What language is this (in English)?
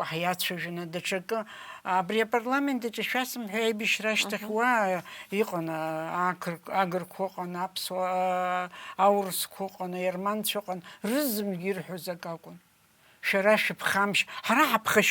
Abkhazian